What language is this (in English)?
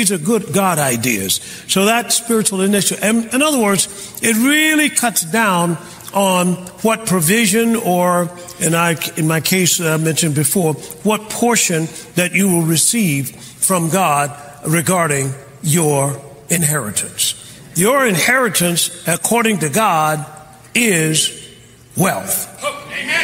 English